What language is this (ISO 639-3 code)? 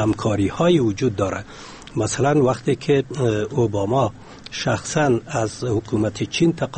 fas